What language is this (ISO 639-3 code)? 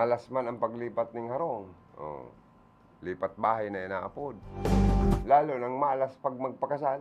bik